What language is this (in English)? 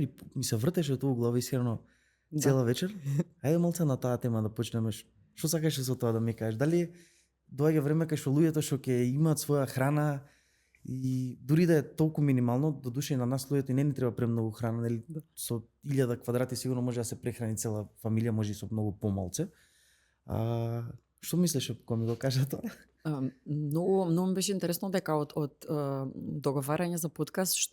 Macedonian